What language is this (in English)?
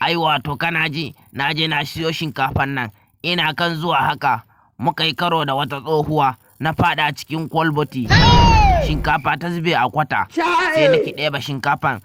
Hausa